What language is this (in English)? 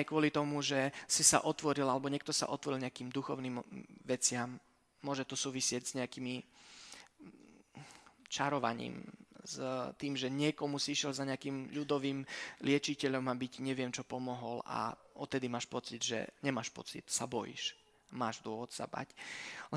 Slovak